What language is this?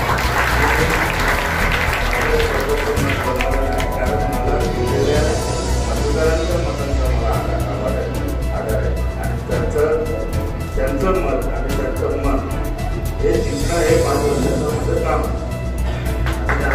Marathi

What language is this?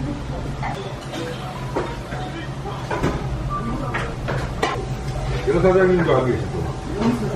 Korean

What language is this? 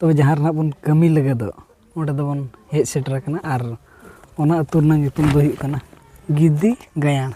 Santali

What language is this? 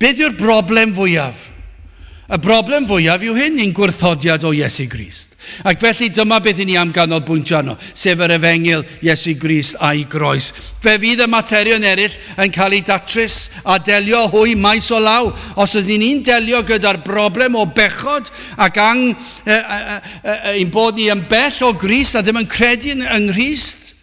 Welsh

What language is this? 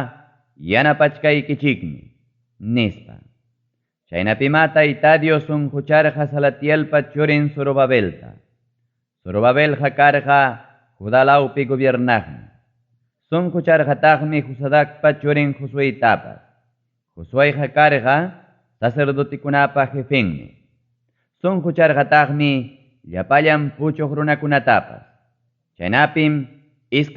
Ayacucho Quechua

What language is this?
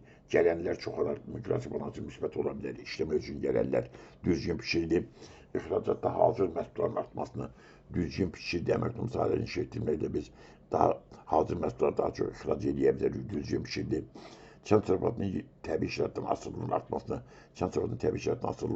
Azerbaijani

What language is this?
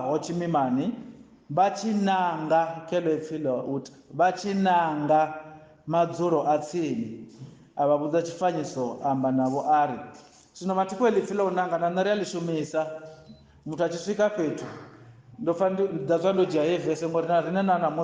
Venda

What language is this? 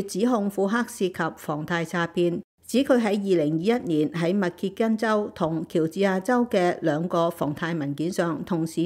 Cantonese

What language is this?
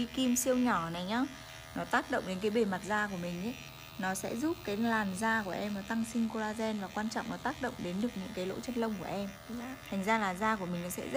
Vietnamese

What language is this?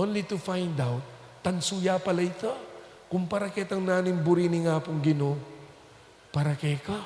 Pampanga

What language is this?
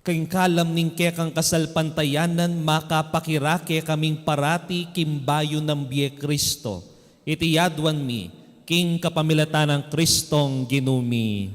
Pampanga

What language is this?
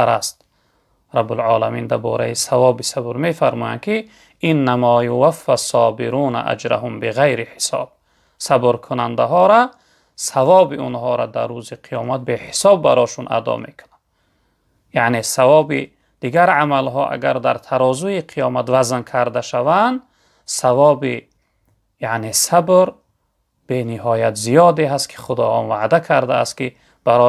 Tajik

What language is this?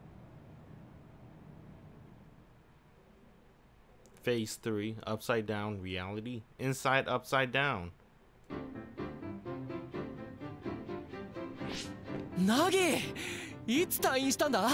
Japanese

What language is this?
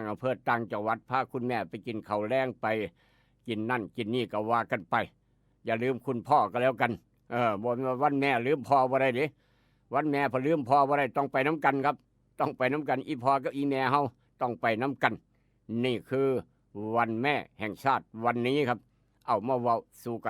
Northeastern Thai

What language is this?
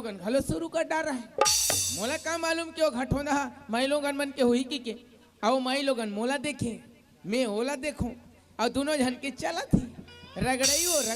Chhattisgarhi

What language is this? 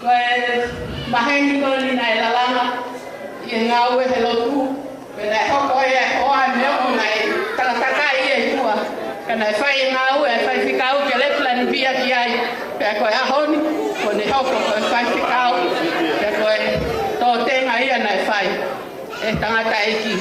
Tongan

